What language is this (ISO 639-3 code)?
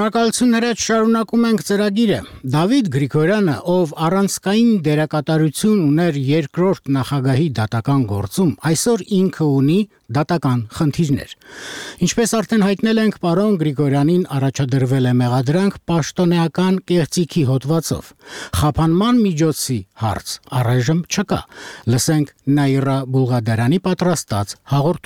hye